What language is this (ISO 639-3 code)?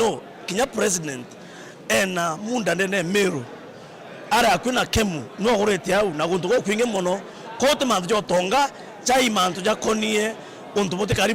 mer